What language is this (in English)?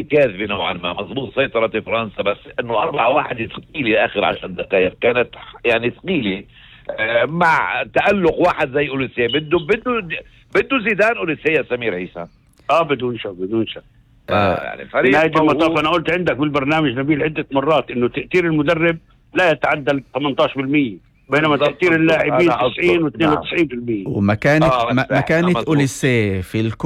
North Levantine Arabic